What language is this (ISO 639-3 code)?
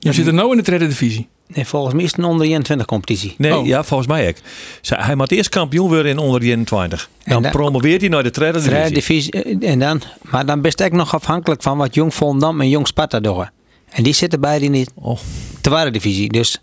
fry